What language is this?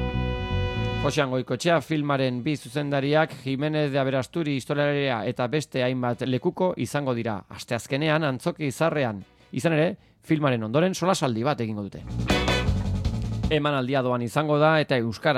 Basque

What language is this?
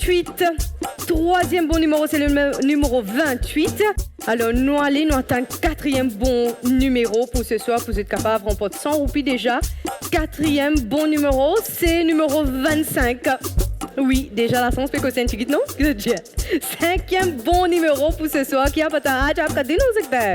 Morisyen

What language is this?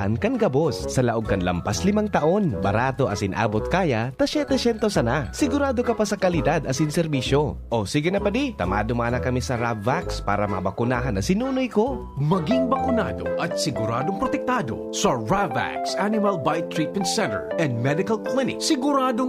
Bikol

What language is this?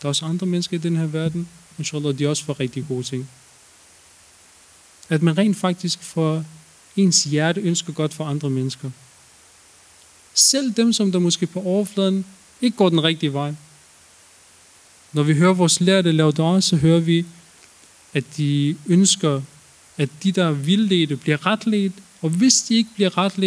Danish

